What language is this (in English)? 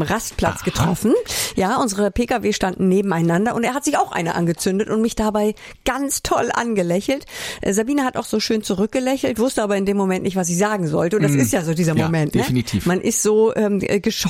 German